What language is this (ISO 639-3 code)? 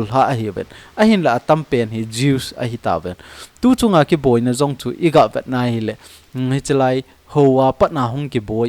tcz